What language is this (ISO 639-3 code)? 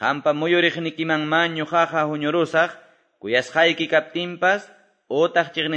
que